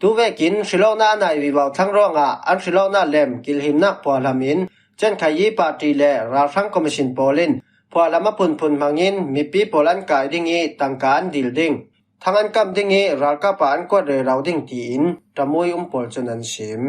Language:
Falam Chin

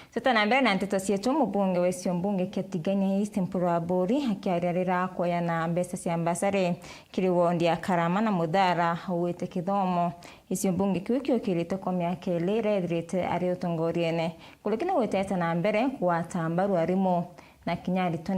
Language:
Meru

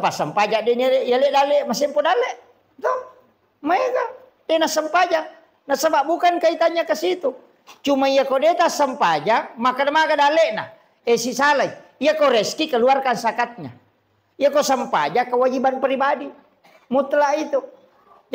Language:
Buginese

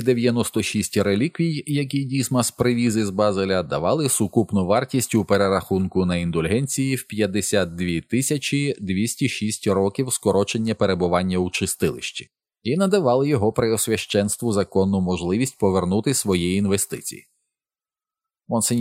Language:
Ukrainian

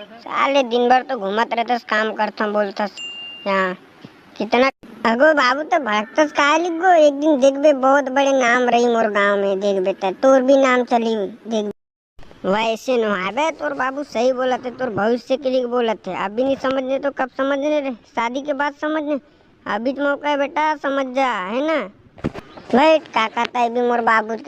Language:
Chhattisgarhi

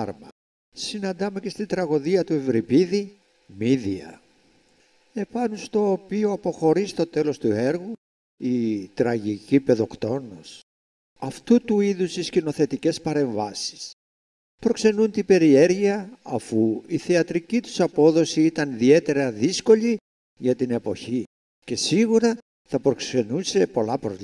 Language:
Greek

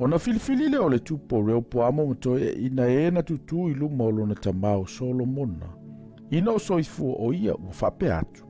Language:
Samoan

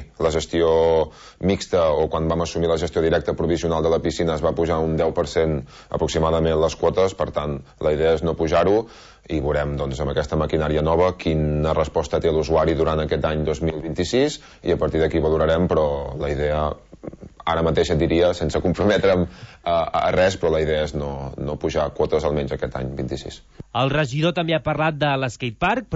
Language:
Catalan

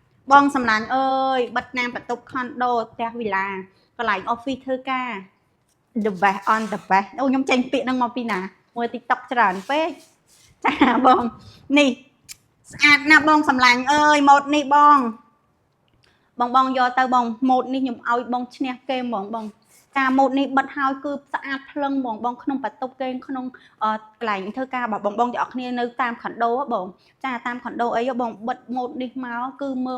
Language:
Khmer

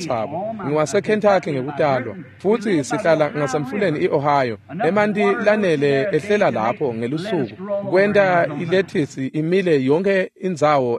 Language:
Swati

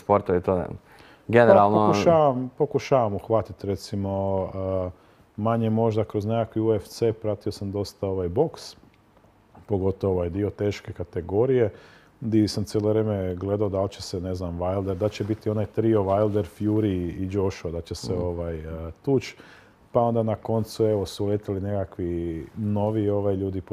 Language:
Croatian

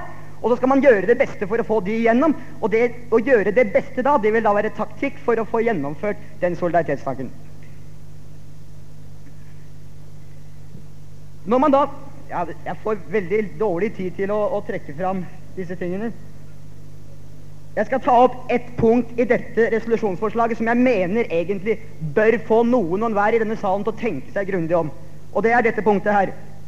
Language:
Norwegian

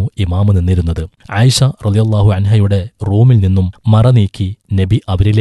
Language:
Malayalam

